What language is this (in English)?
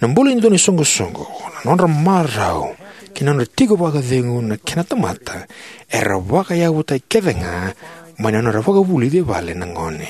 Fijian